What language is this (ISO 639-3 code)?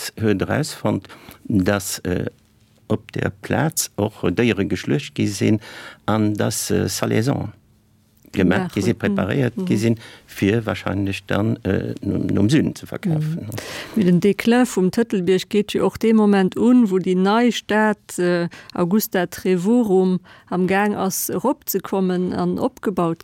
ltz